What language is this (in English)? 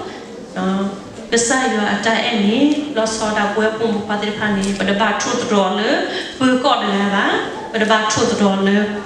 S'gaw Karen